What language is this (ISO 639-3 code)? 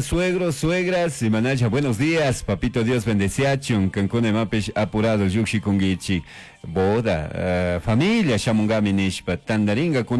qug